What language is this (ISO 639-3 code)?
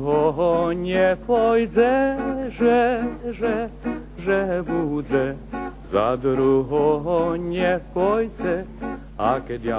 slk